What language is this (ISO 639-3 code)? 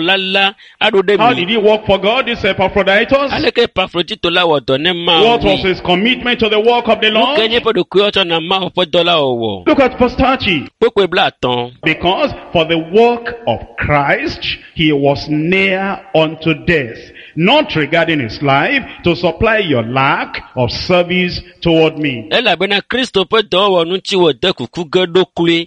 ewe